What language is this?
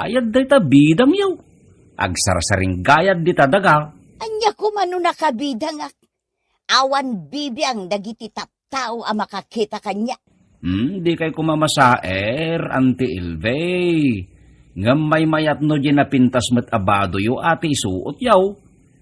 Iloko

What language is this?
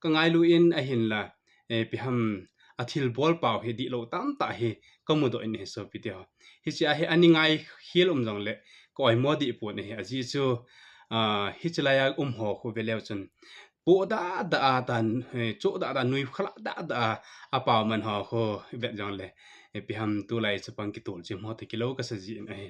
Thado Chin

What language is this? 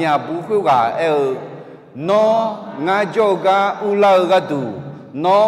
Akha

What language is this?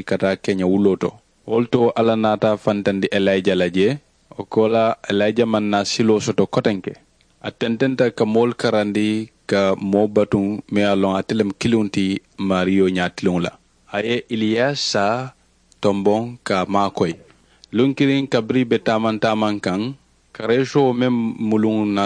Mandingo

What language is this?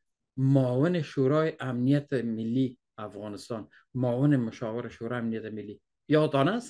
Persian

